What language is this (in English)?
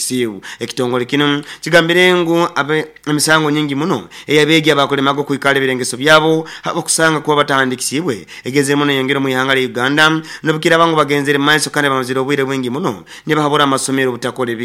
Nyoro